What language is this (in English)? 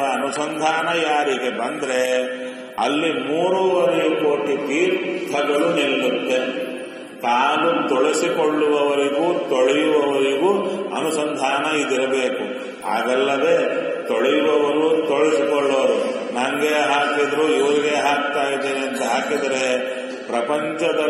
Kannada